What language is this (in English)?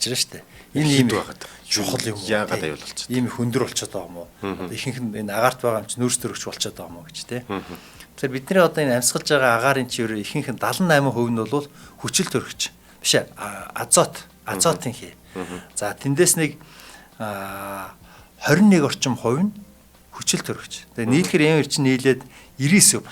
Mongolian